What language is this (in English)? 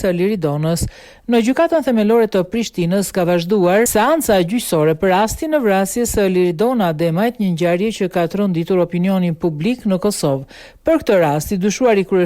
Albanian